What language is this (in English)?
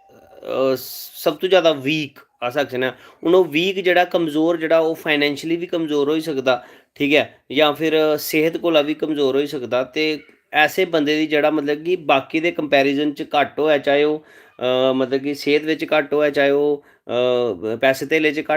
Dogri